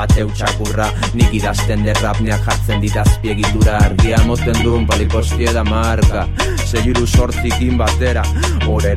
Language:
Basque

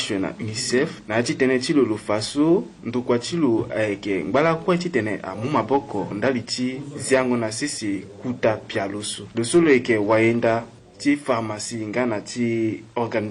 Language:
Sango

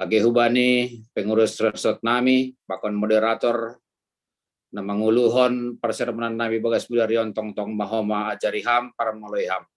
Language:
Batak Simalungun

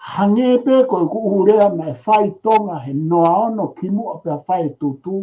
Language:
Tongan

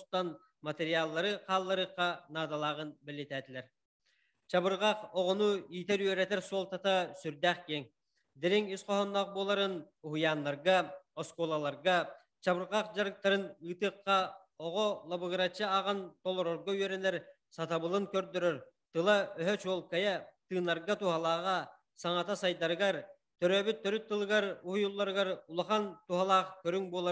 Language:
Yakut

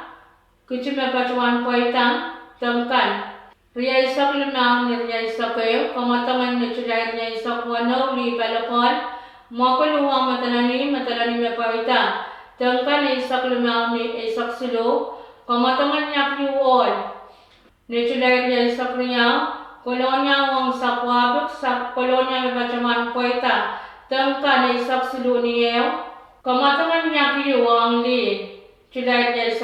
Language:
Pohnpeian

